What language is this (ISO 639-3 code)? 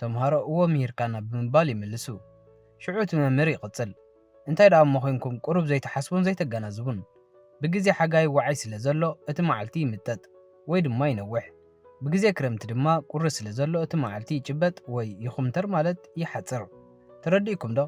tir